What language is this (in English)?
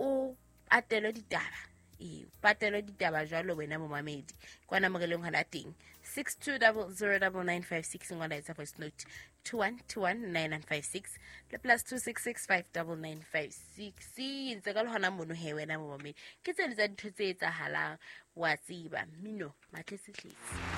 Southern Sotho